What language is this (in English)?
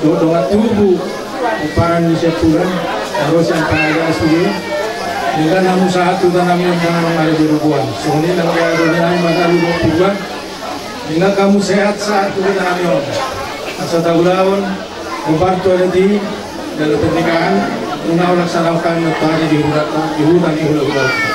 Batak Toba